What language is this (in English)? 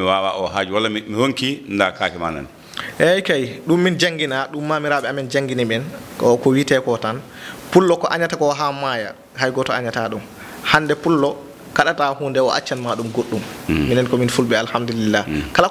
Fula